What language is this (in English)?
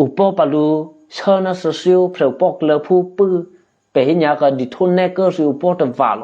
Eastern Kayah